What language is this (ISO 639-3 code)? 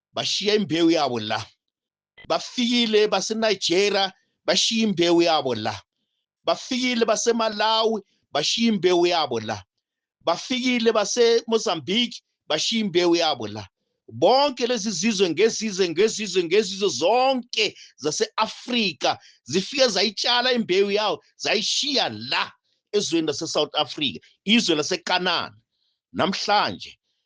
zul